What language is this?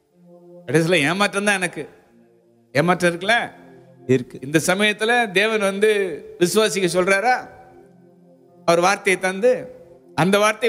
Tamil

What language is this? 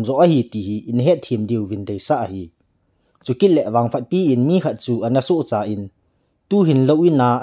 Thado Chin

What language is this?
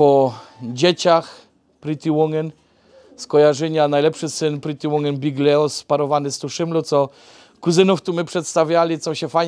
Polish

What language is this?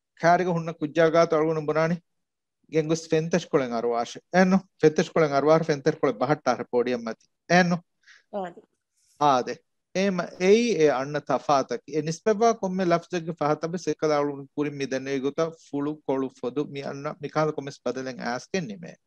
Divehi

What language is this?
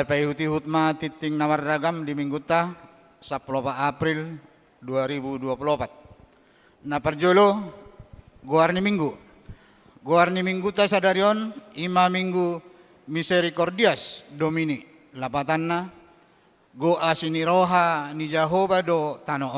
Batak Toba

